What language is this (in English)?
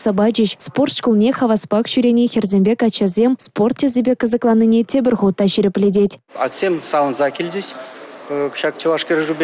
Chuvash